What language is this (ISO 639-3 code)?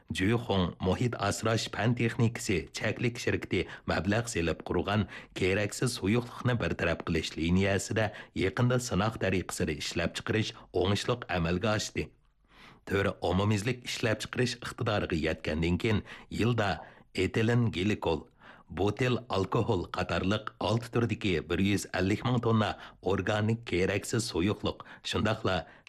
uig